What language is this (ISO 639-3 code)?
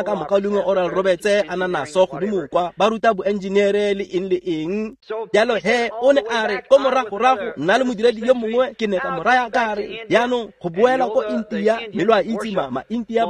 tsn